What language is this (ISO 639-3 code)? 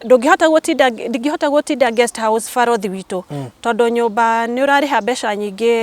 kik